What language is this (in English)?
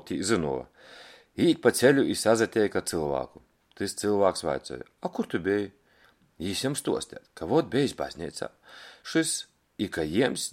Latgalian